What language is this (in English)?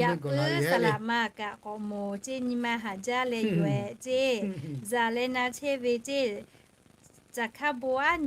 Lahu